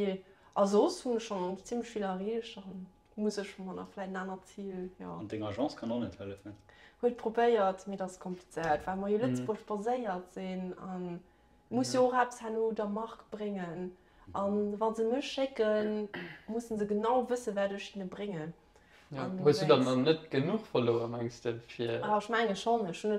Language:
Luxembourgish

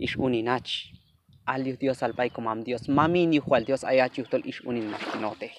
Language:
Q'anjob'al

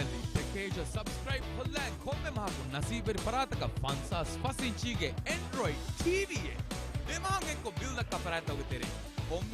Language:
Divehi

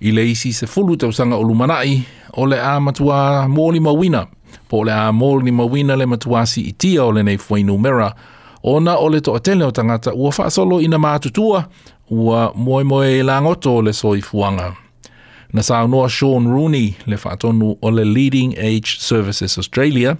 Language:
Samoan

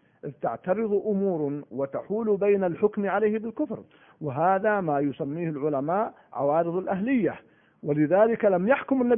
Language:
Arabic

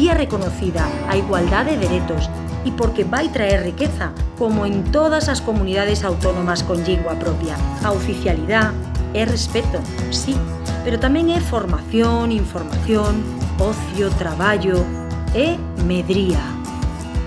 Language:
Asturian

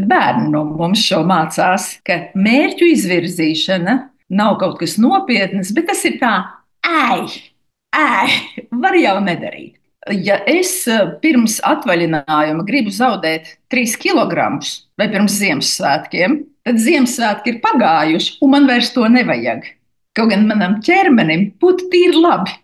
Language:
Latvian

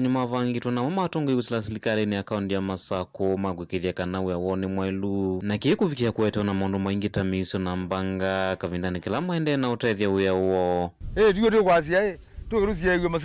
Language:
Kamba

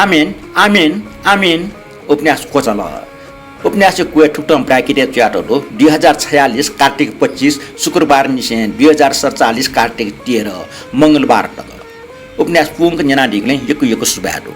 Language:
Newari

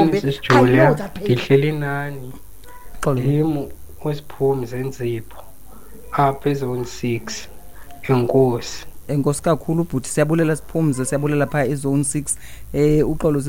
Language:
Xhosa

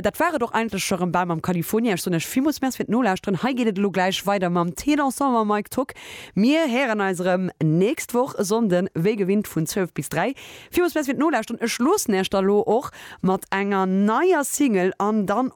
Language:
Luxembourgish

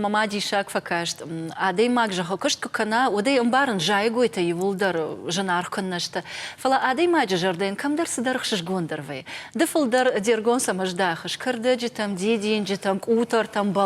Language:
Ossetic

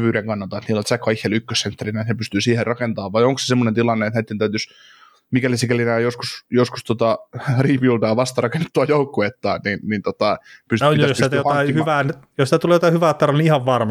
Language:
Finnish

